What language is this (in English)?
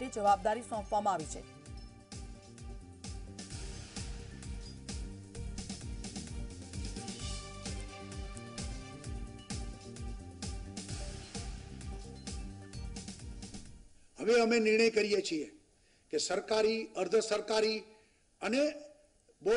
Gujarati